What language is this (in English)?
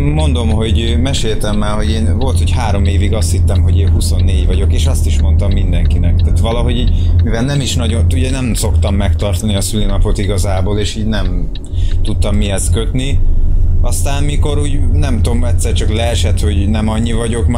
Hungarian